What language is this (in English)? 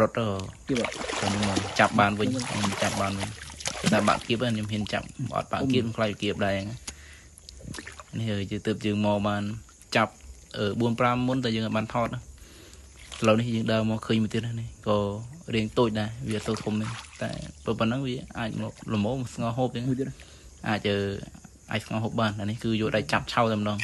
Khmer